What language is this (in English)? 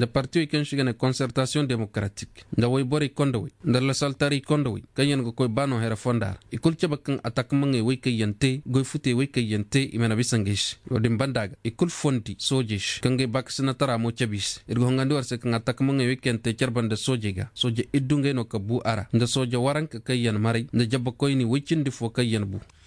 Koyraboro Senni